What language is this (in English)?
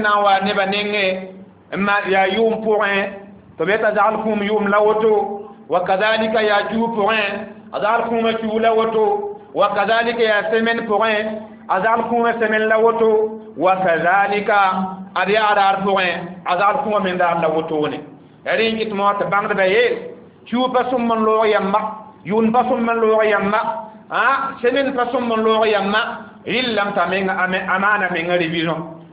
Mossi